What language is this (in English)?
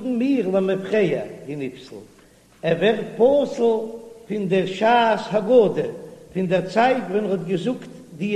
Yiddish